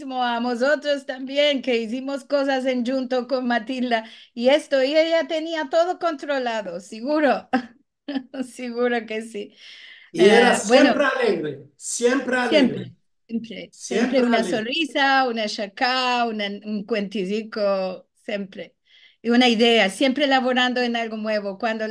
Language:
Ladino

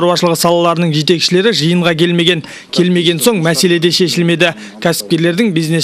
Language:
Kazakh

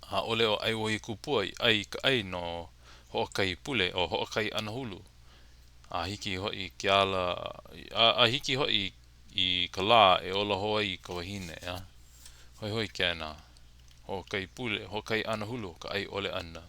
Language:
Hawaiian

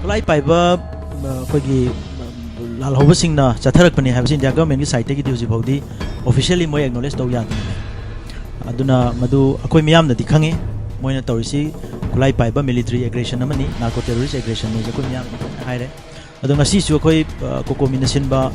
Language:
Manipuri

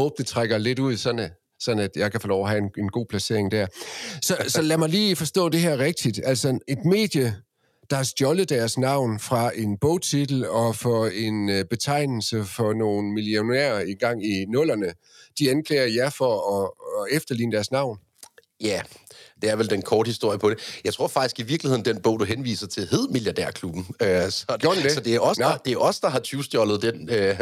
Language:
Danish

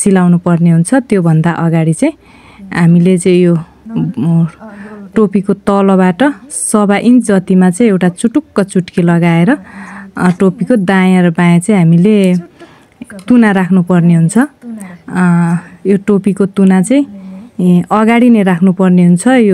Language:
Nepali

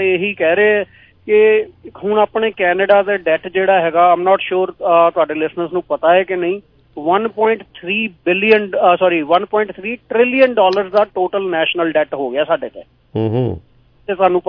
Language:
Punjabi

